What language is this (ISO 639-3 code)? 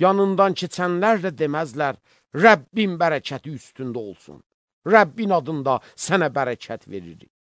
aze